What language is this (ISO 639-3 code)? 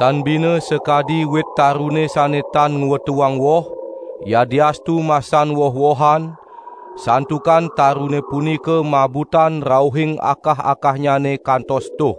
ban